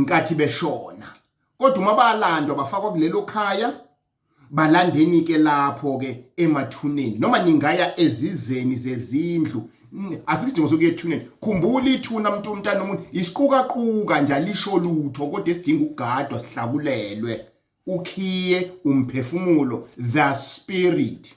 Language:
Zulu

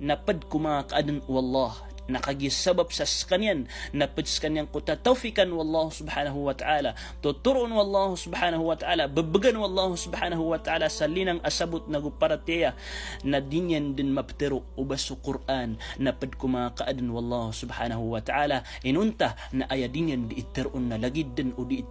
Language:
Maranao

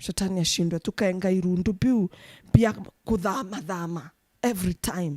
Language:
Meru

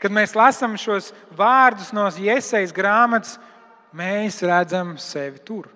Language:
Latvian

